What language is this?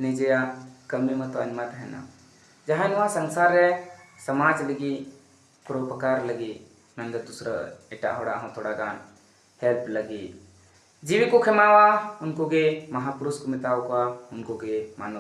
Santali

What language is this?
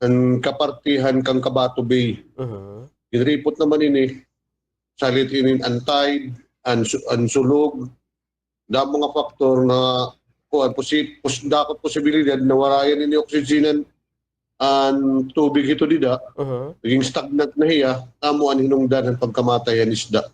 Waray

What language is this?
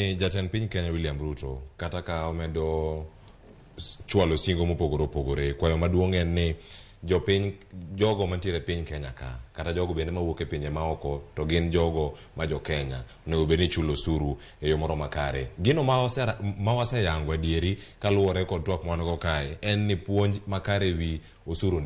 Luo (Kenya and Tanzania)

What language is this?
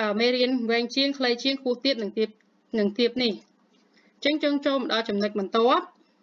Khmer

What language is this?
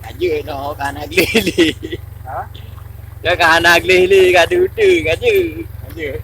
Achinese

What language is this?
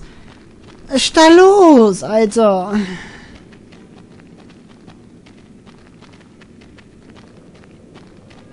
German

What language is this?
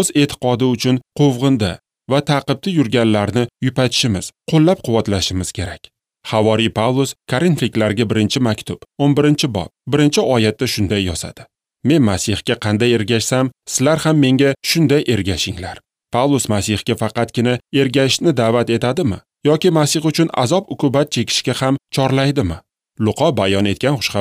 Uzbek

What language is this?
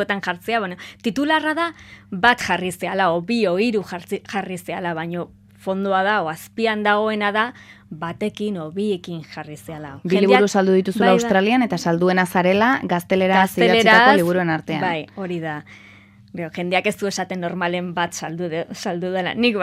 Basque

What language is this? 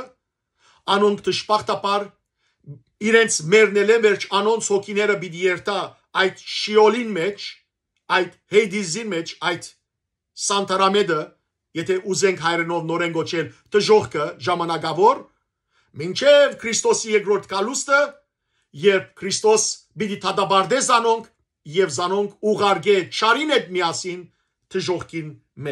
Western Armenian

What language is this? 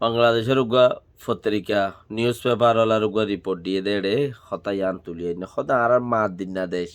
Rohingya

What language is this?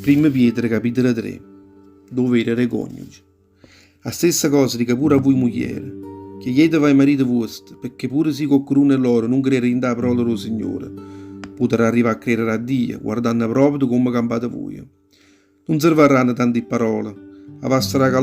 Neapolitan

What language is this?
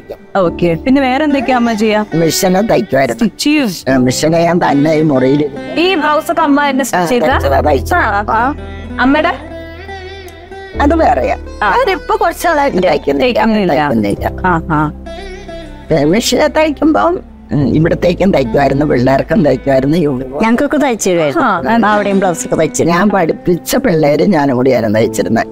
Malayalam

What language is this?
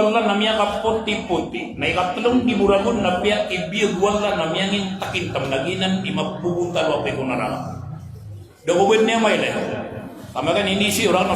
Maranao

